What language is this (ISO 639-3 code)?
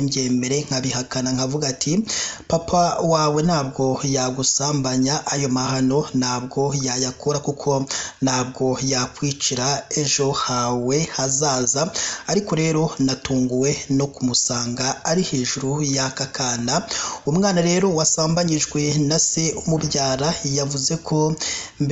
kin